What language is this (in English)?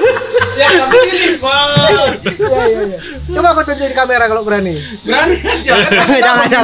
Indonesian